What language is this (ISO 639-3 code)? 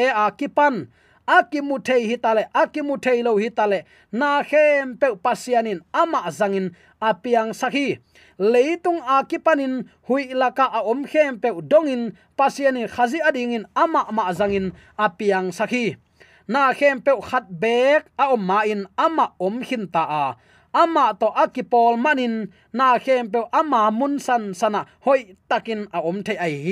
ctd